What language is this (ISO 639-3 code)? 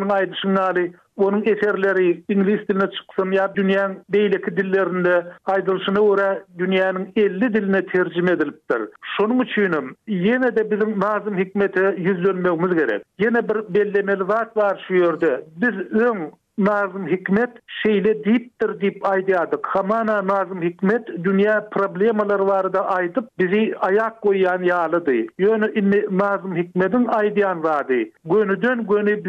tuk